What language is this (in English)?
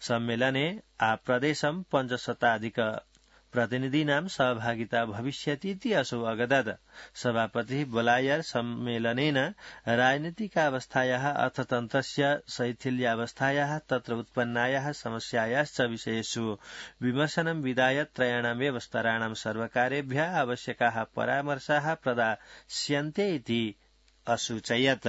Sanskrit